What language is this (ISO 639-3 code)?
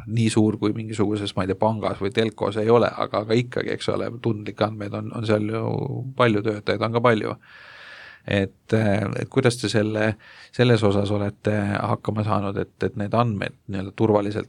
est